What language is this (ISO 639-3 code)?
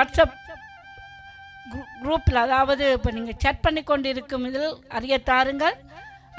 tam